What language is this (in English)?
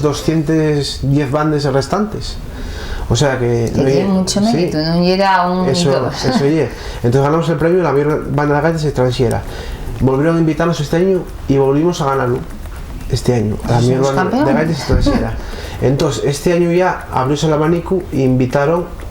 Asturian